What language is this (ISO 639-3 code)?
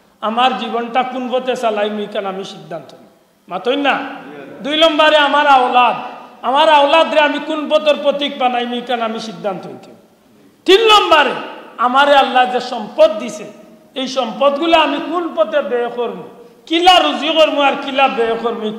syl